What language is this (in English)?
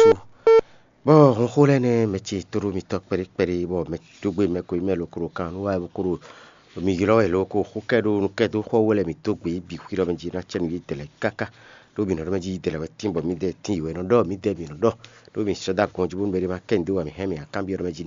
Fon